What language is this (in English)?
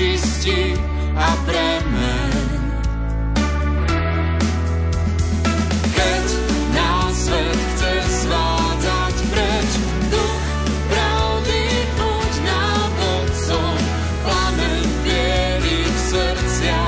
Slovak